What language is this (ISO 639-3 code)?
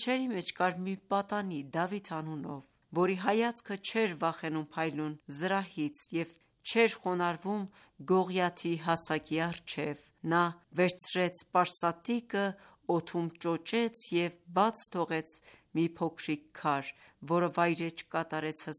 hye